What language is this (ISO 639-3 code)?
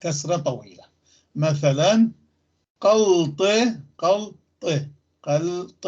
apc